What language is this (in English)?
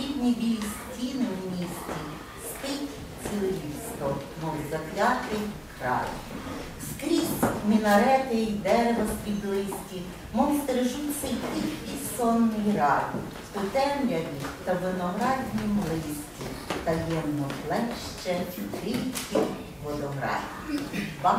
Ukrainian